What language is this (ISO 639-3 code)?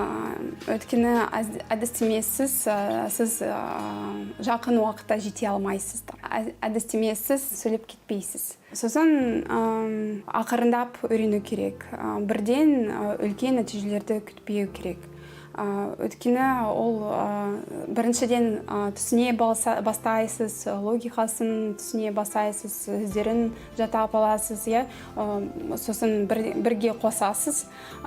kaz